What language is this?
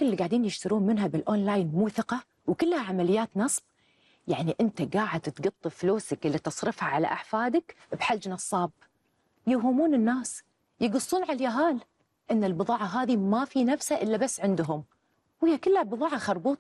Gulf Arabic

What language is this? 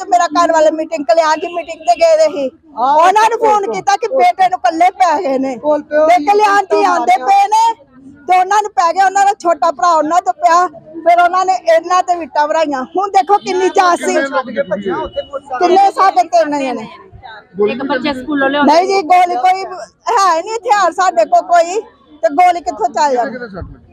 Punjabi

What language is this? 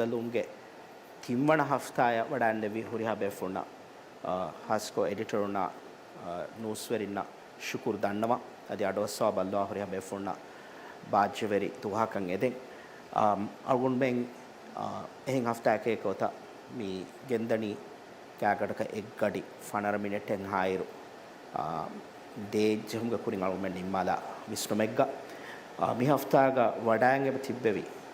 Divehi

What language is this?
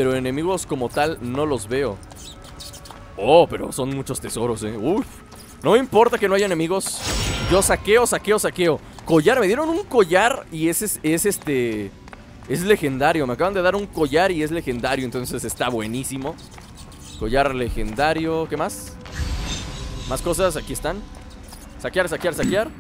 Spanish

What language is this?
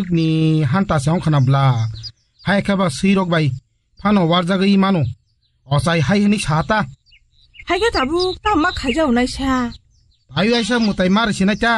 Kok Borok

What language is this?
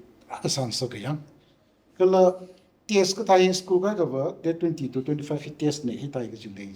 Tangkhul Naga (India)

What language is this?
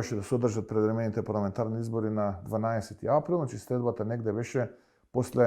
Macedonian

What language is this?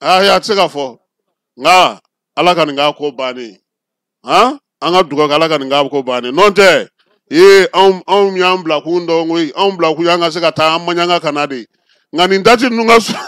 Bambara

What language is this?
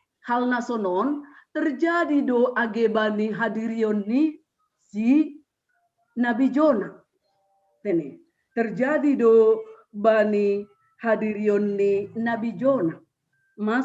Batak Simalungun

